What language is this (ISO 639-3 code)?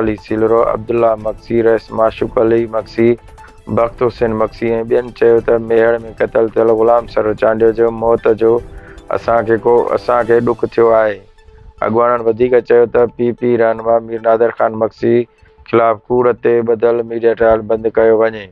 snd